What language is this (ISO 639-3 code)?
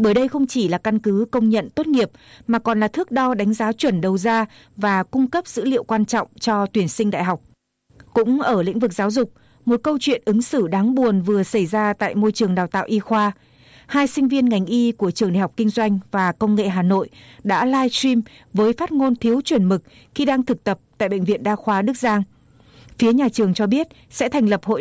vie